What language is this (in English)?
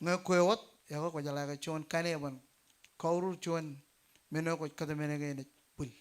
Marshallese